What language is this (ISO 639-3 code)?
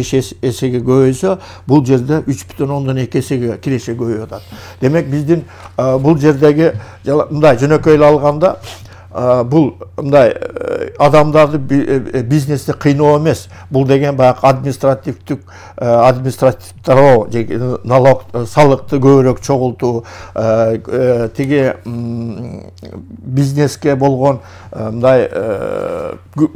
kir